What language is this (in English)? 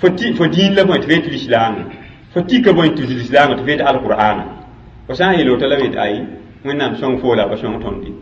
Mossi